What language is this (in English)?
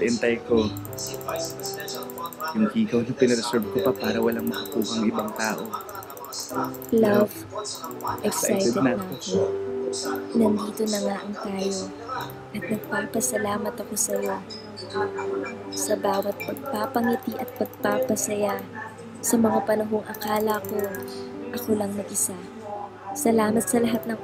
Filipino